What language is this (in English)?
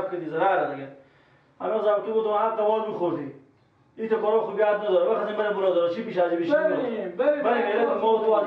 Persian